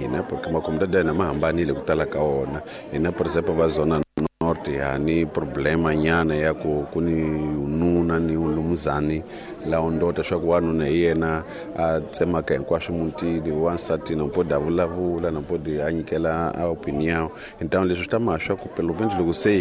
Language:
Tsonga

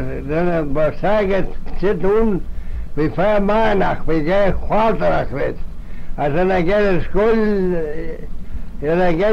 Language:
Manx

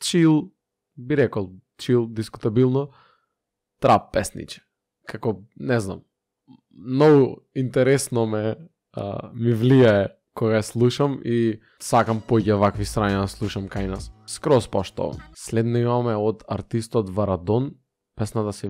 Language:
Macedonian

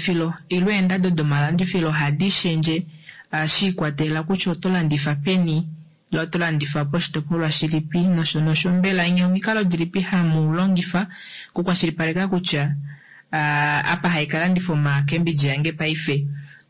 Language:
Kuanyama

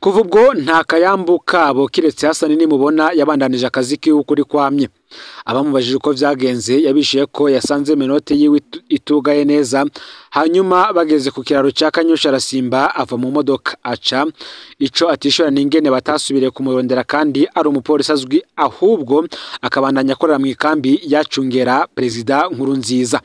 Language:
Rundi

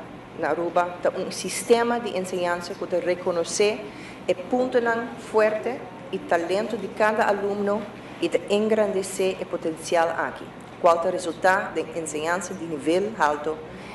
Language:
Papiamento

